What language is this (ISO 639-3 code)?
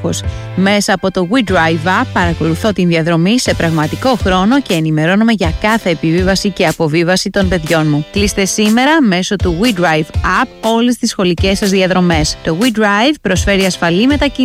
ell